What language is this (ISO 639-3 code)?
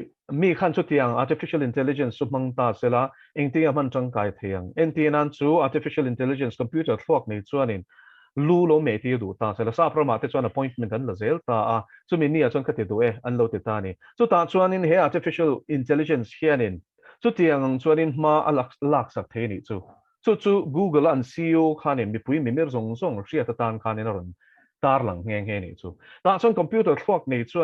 lus